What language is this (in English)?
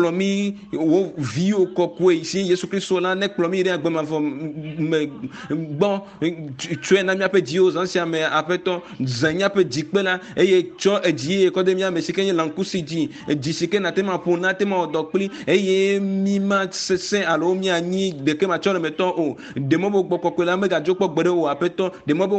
Ewe